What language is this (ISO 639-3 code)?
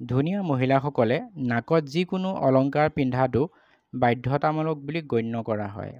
asm